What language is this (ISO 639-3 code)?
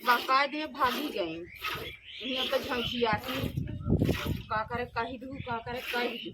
awa